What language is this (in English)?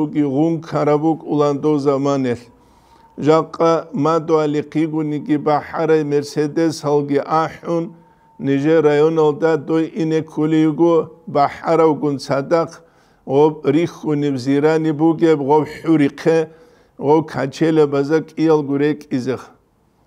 Avaric